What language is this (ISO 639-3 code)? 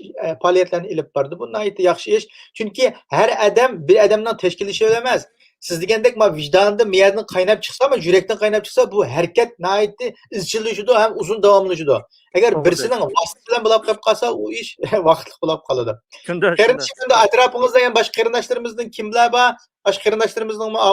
uig